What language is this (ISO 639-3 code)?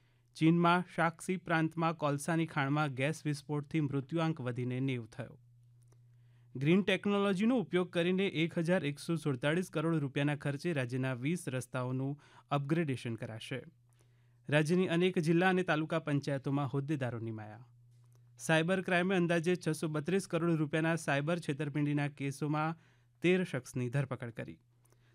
guj